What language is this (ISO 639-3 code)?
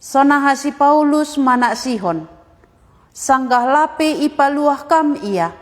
bts